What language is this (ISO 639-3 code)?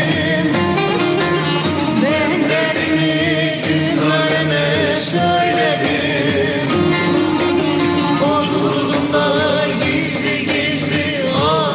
tur